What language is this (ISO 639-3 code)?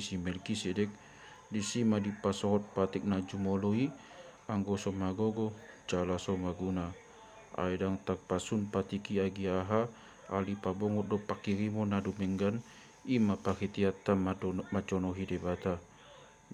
bbc